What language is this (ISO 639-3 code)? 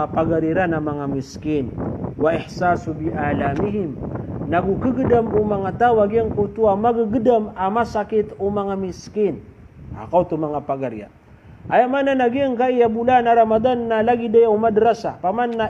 mrw